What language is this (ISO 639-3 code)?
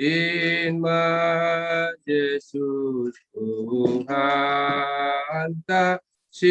bts